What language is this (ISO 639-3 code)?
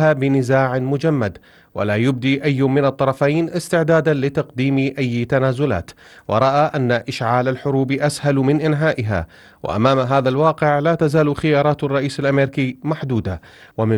ara